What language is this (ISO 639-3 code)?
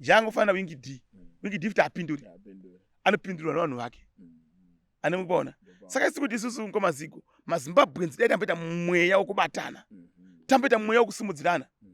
sna